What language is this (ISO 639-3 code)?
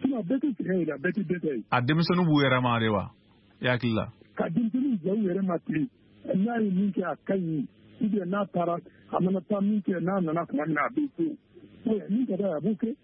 bam